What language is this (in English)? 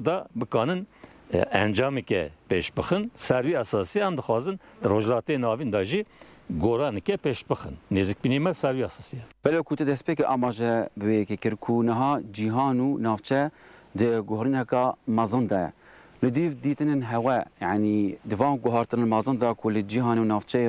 Kurdish